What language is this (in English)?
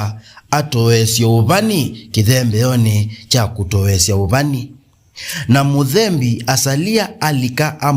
Kamba